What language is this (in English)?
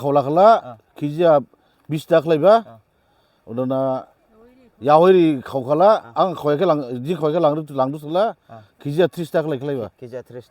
Dimasa